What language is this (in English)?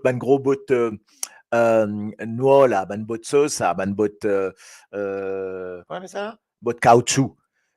Morisyen